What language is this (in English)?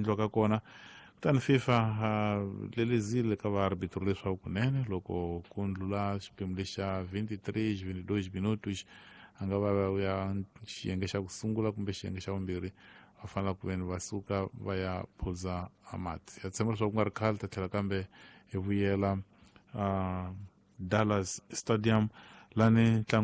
Tsonga